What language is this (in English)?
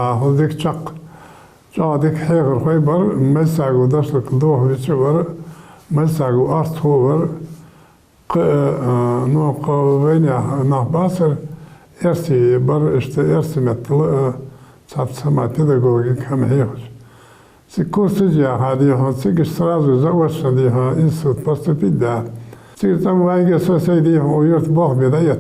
Ingush